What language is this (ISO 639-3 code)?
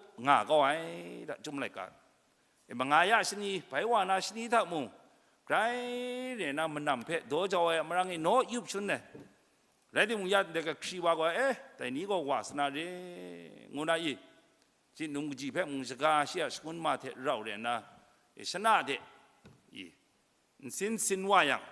kac